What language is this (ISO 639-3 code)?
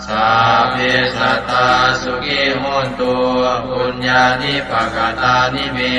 pli